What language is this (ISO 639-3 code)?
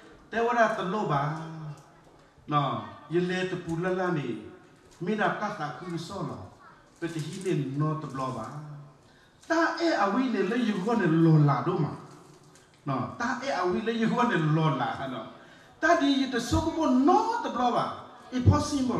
ksw